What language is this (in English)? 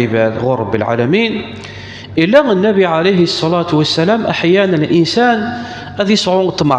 Kabyle